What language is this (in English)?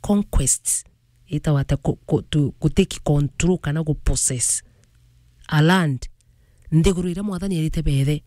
Meru